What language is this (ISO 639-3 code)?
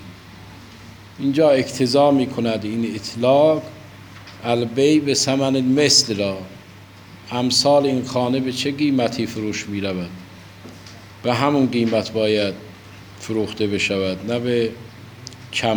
fas